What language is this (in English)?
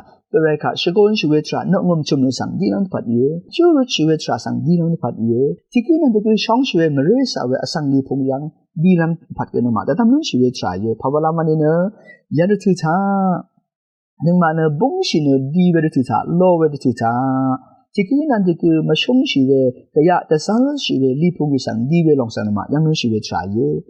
Rawang